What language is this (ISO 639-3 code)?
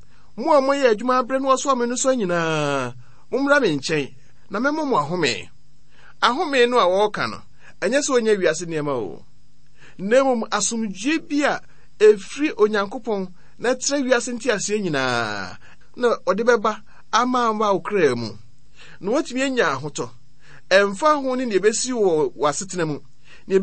aka